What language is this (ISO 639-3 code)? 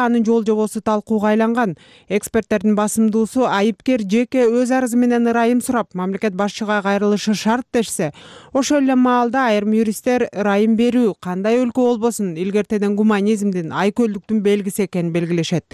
kir